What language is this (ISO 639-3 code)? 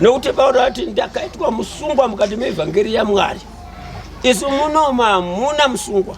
sna